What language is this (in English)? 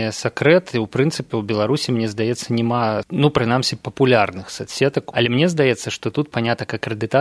Belarusian